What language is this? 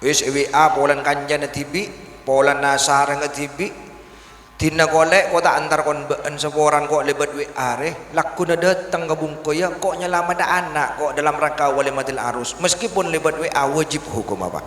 Madurese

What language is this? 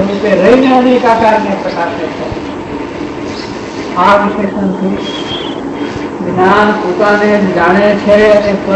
Gujarati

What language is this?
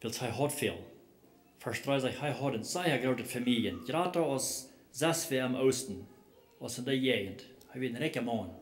Plautdietsch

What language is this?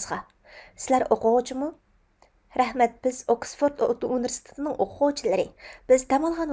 Uyghur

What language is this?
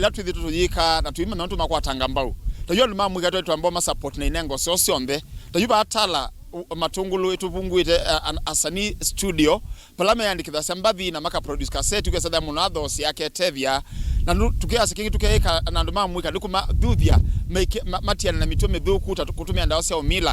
Kamba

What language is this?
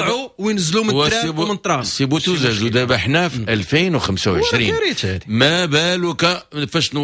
Moroccan Arabic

